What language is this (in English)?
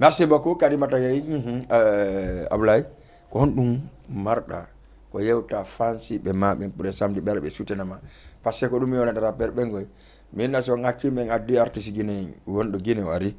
Fula